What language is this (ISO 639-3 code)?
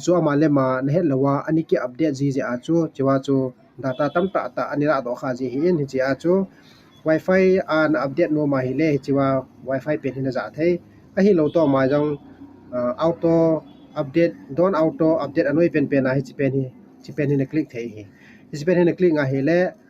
tcz